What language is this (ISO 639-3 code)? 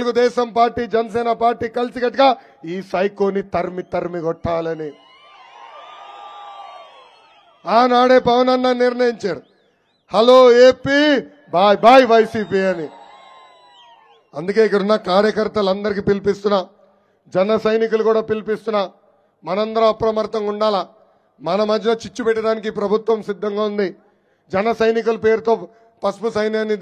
tel